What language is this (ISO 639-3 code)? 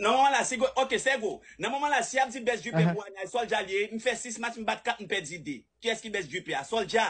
hat